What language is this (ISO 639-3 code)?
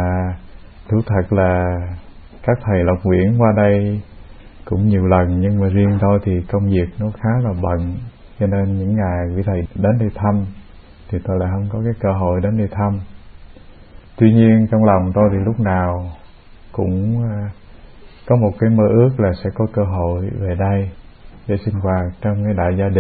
vie